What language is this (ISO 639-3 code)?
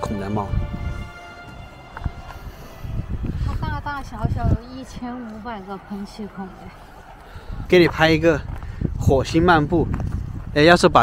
zho